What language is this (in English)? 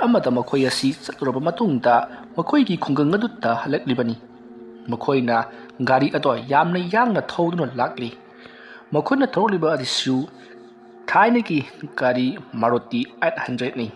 Manipuri